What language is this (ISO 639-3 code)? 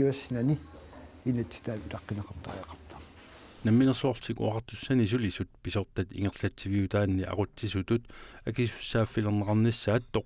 kal